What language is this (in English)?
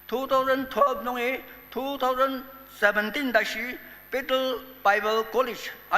Ao Naga